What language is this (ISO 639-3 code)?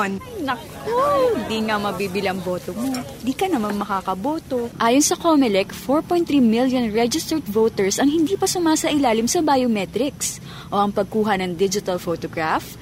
fil